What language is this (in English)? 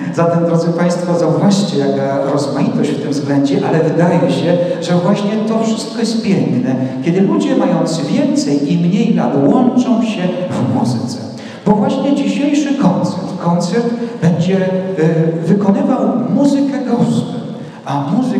Polish